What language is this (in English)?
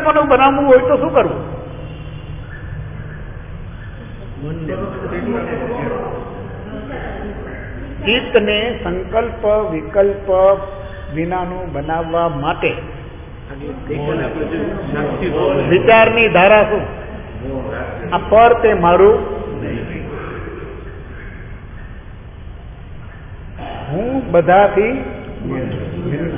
Gujarati